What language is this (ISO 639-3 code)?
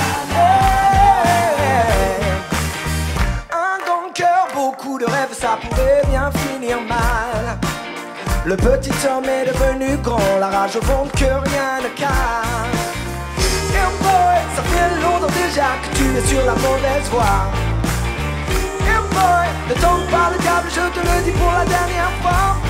fra